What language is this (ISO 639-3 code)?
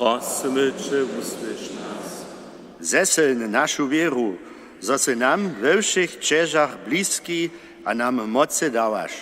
hsb